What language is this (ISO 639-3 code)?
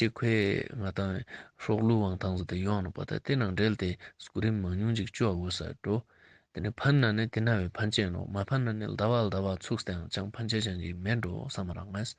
lbj